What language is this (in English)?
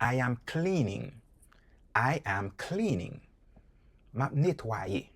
Haitian Creole